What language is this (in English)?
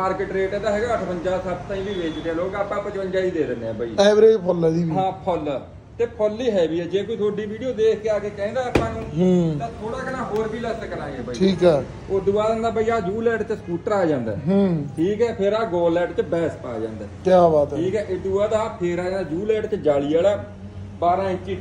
Punjabi